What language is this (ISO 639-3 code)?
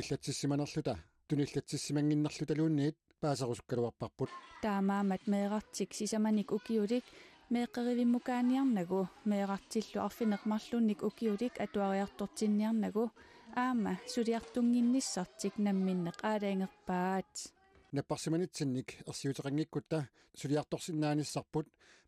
kal